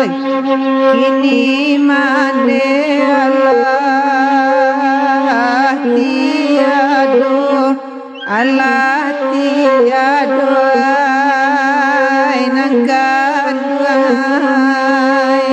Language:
Minangkabau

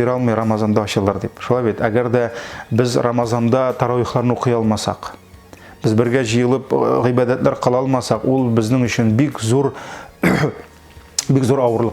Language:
Tatar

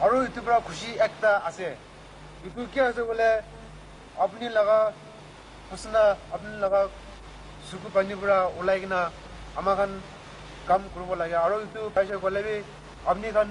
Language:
Naga Pidgin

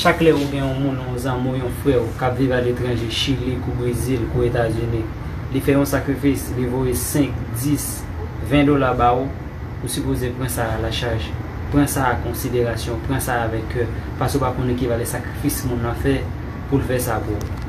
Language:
Haitian Creole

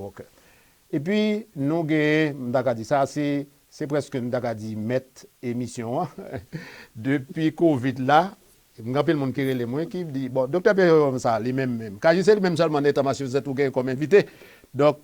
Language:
Haitian Creole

